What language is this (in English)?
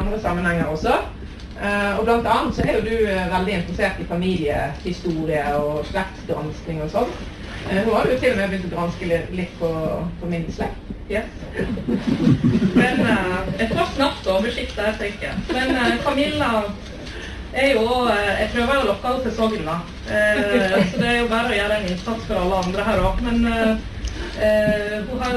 Norwegian